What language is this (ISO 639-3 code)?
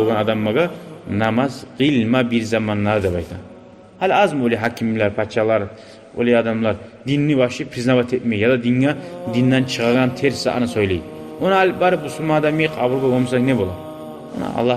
kum